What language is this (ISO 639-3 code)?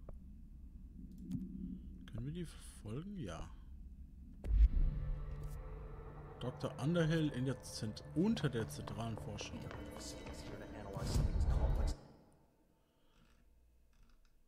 deu